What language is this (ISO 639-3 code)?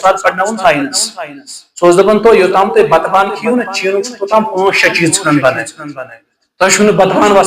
kas